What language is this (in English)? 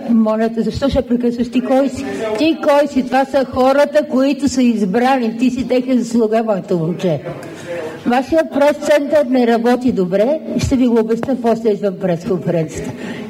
Bulgarian